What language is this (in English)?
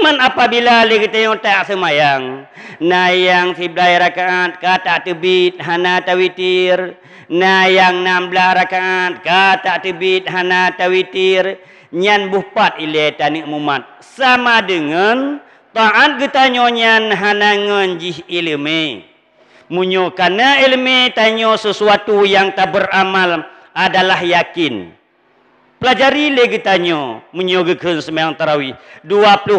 Achinese